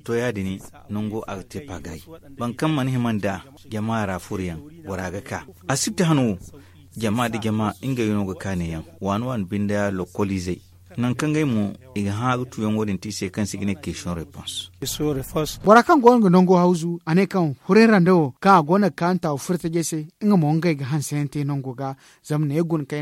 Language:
Zarma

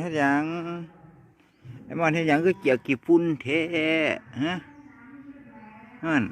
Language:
Lao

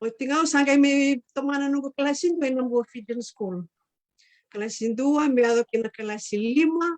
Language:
Fijian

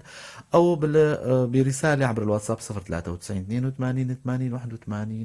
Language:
North Levantine Arabic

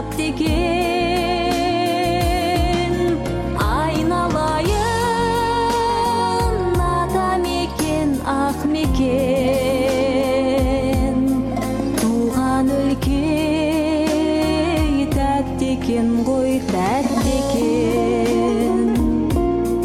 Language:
Kazakh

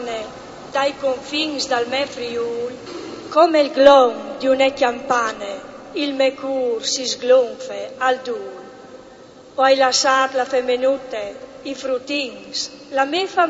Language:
Friulian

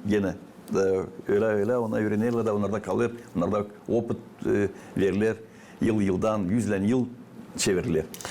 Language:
Gagauz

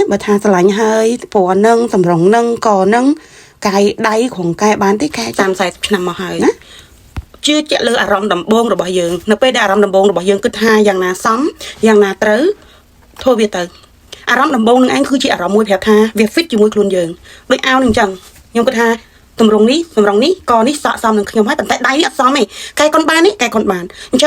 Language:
Khmer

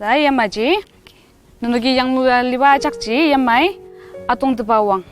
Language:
Ao Naga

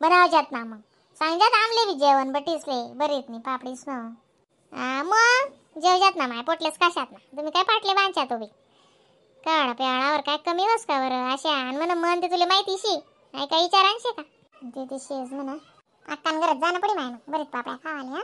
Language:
Khandesi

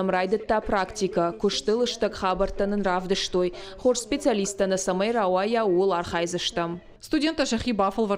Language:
Ossetic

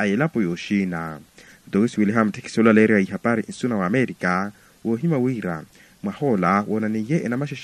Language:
Makhuwa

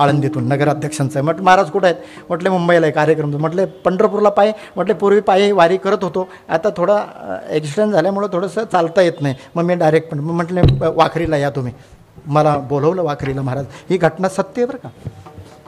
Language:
Marathi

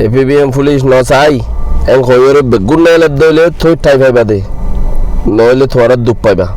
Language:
Rohingya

